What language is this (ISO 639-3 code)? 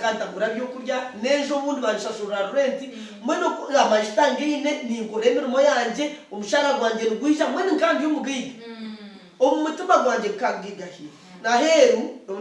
nyn